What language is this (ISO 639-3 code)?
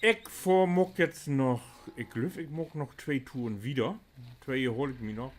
nds